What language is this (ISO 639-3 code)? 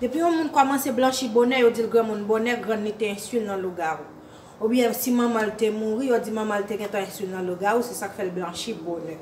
hat